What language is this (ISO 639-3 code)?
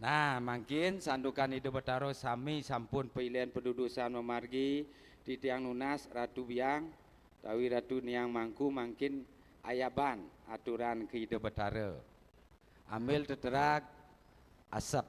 ban